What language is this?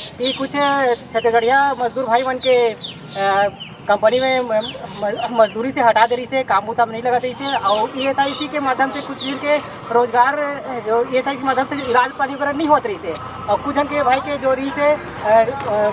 Chhattisgarhi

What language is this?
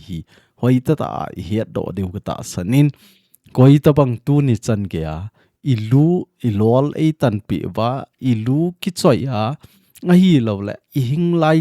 Thado Chin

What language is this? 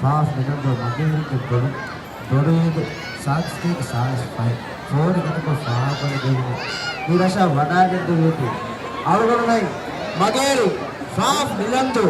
Divehi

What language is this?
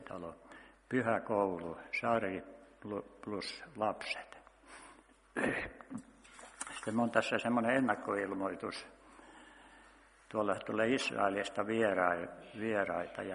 Finnish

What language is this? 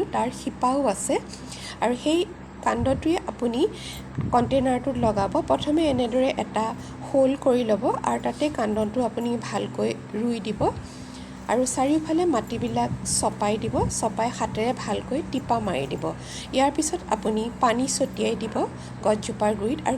Assamese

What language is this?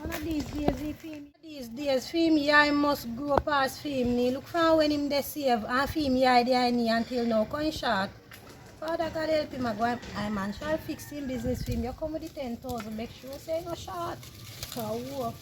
Jamaican Creole English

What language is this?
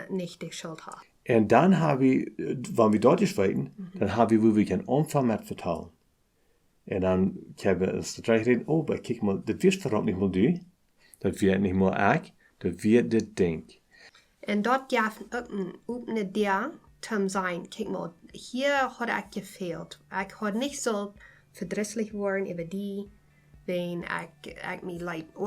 Plautdietsch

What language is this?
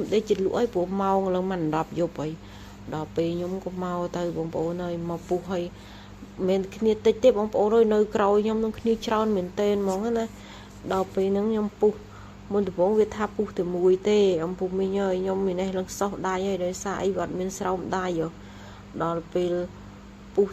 Khmer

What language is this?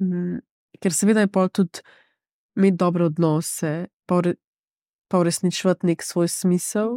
Slovenian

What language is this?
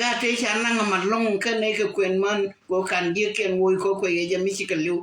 Nuer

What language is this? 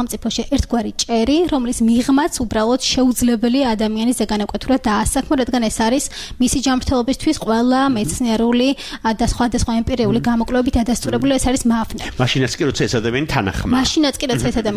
Georgian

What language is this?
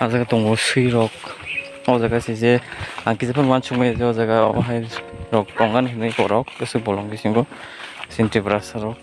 Kok Borok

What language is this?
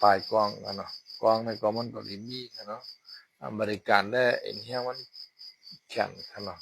Shan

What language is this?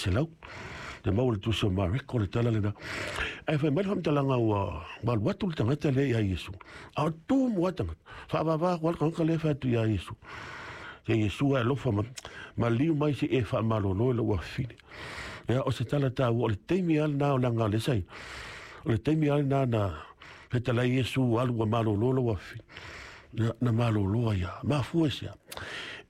Samoan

